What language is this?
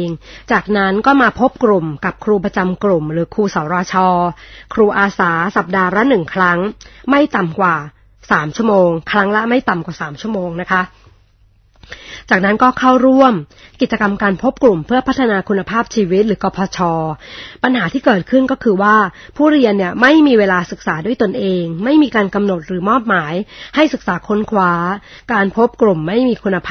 Thai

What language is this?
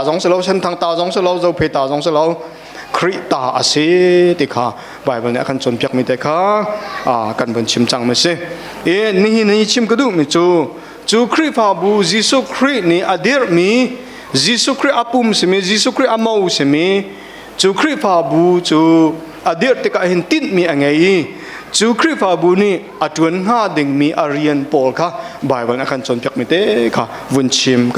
Hakha Chin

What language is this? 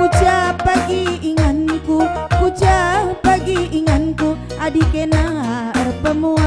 Batak Karo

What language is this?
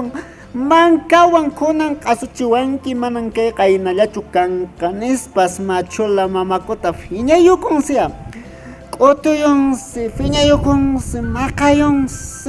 Quechua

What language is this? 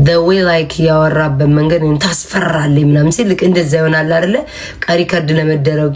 Amharic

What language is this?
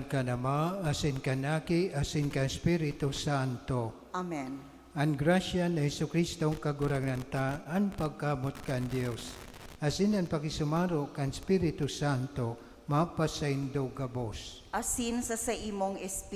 Bikol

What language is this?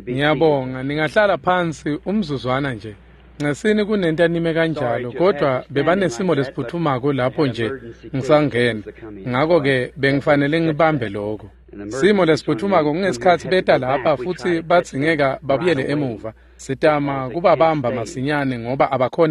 Swati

